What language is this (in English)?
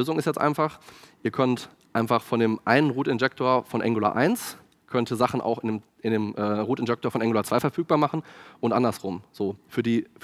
German